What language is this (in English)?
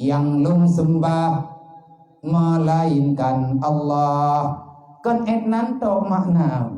Achinese